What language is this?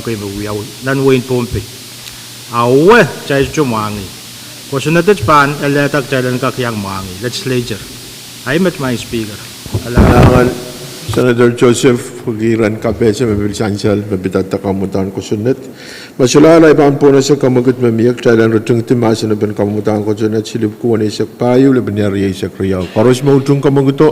Pohnpeian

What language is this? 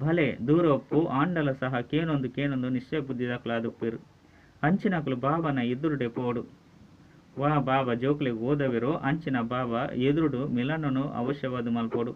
Tulu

